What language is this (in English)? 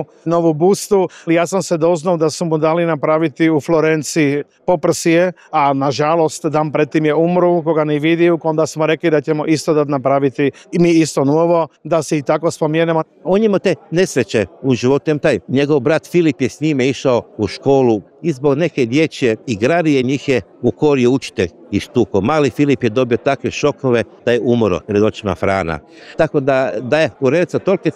Croatian